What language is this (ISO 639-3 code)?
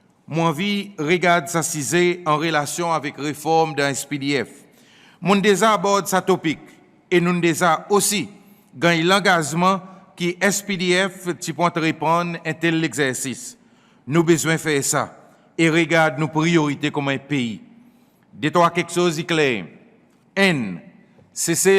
crs